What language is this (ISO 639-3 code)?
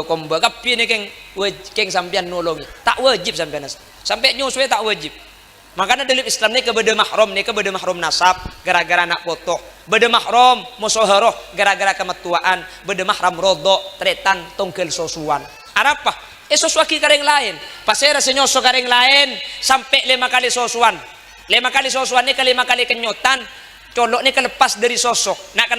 mad